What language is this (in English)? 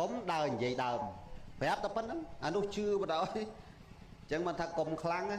Khmer